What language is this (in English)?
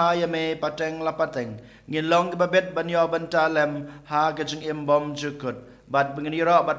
Khasi